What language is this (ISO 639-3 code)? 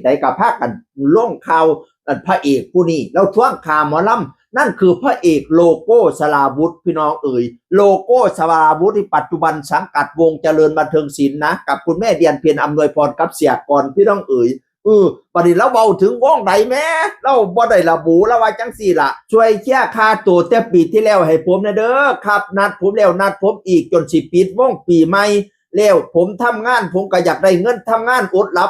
tts